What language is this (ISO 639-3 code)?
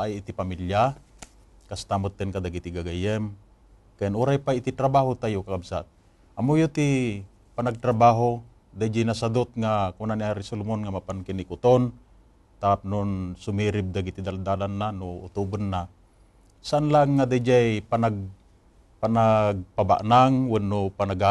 ilo